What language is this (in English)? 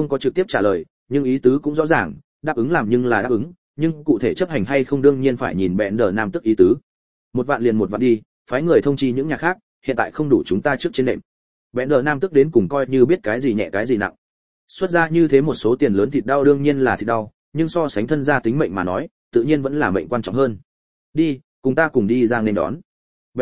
Vietnamese